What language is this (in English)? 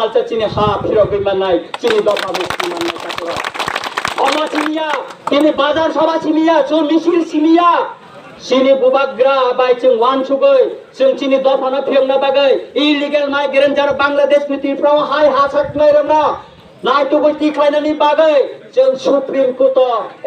Kok Borok